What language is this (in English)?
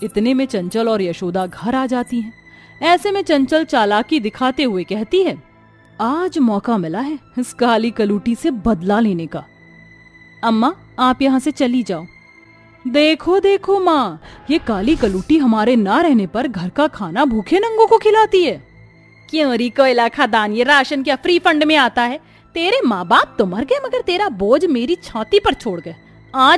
Hindi